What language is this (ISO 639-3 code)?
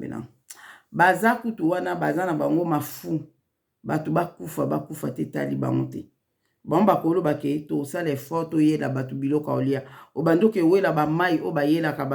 lin